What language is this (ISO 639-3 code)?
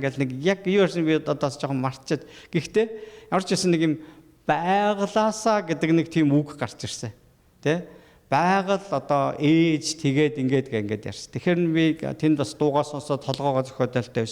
mon